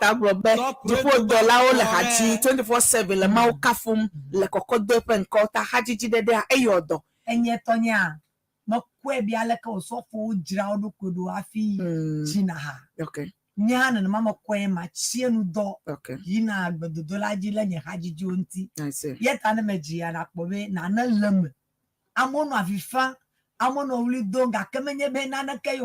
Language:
Ewe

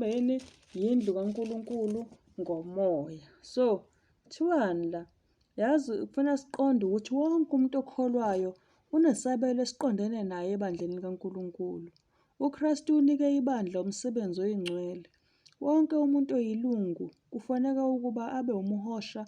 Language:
Zulu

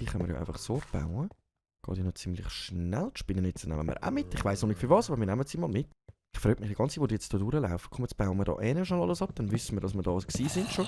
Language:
Swiss German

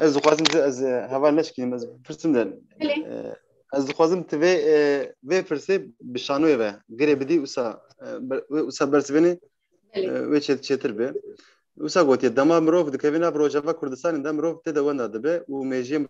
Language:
Kurdish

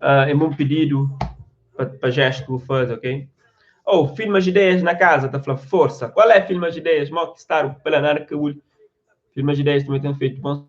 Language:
Kabuverdianu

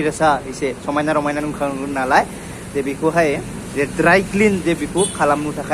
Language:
Bodo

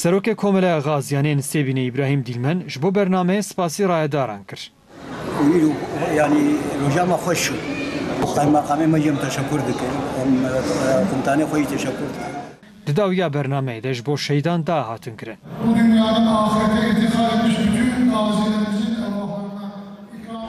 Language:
Kurdish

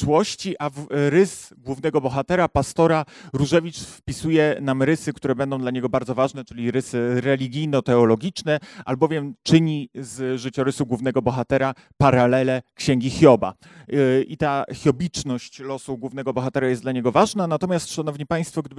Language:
Polish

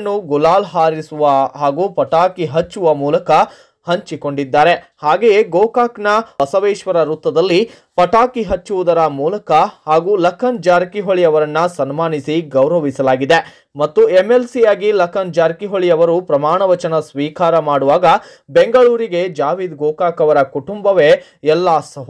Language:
Kannada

